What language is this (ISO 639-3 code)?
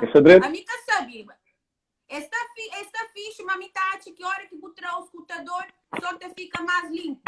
kea